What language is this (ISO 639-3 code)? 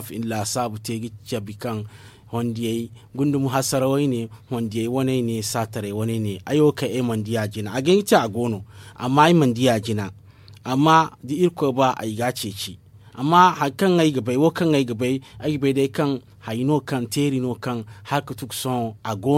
dje